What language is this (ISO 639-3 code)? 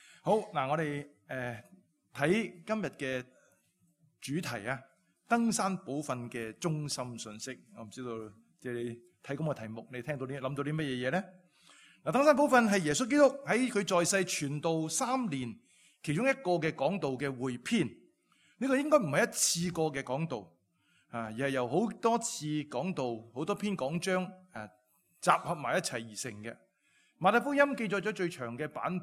yue